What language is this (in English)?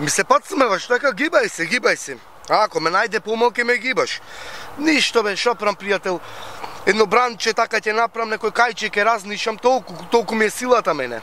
Macedonian